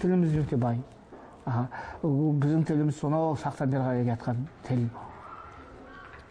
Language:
Kazakh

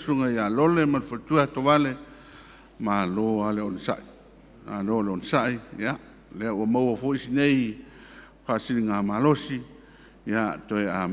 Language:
Samoan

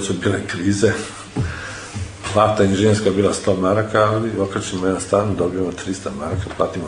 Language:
Serbian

